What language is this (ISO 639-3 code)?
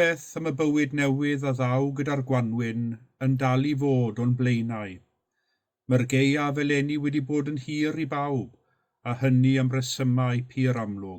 cym